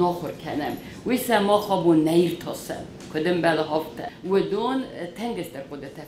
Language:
Ossetic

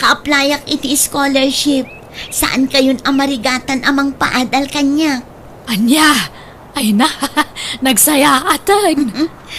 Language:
Iloko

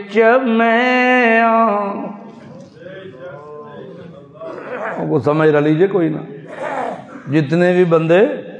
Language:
Urdu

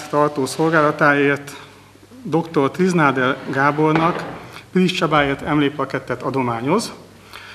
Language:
Hungarian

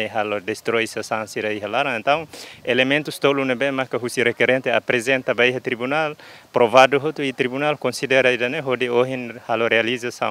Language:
Tetum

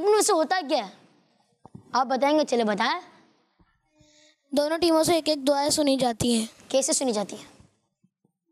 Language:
Hindi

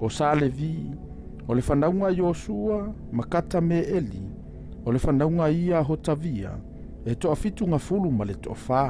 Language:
Samoan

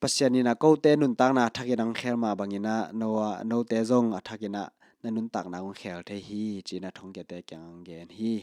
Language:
Tedim Chin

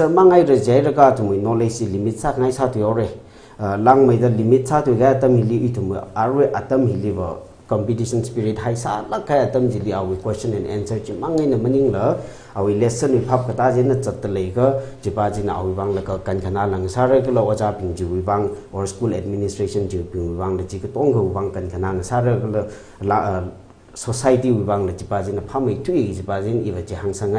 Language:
Tangkhul Naga (India)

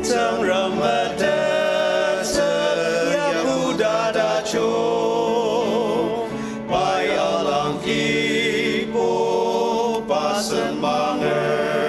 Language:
Ao Naga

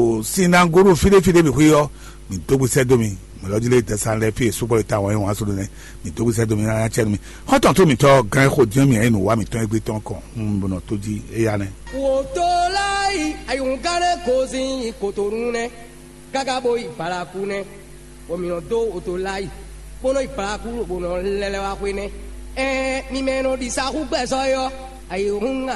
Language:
Fon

